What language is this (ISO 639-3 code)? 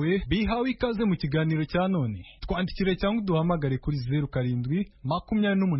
kin